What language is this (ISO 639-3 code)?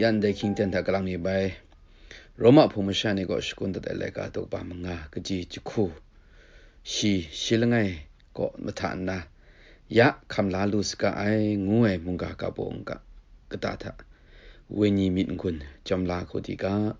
kac